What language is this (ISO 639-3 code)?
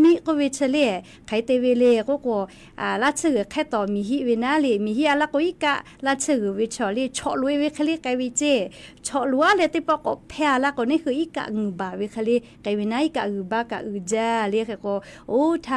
lhu